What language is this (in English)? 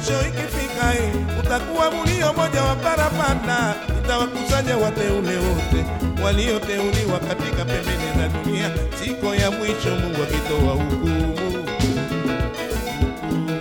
Swahili